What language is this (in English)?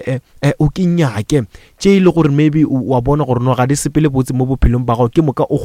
Northern Sotho